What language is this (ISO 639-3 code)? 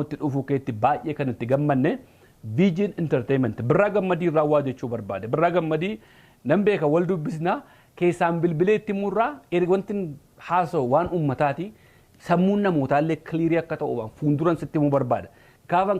orm